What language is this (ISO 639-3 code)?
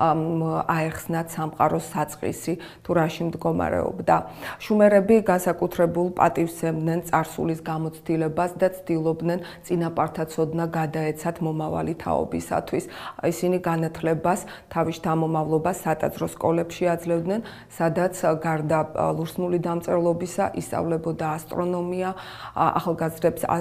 kat